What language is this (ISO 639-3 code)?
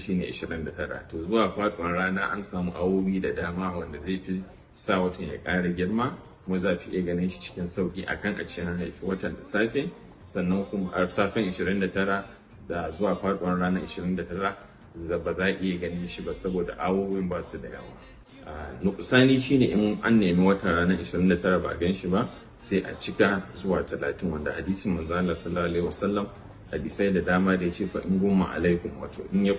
hau